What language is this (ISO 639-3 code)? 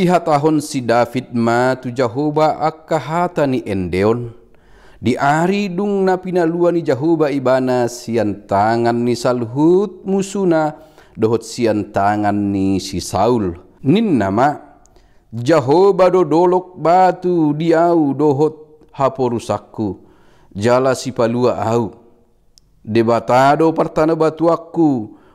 bbc